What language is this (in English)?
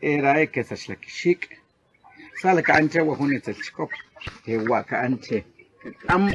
Achi